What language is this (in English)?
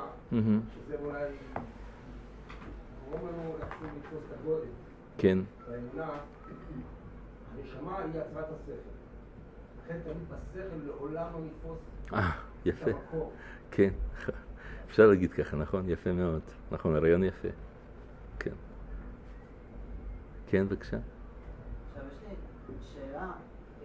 Hebrew